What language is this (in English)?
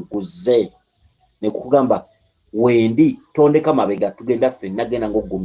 Ganda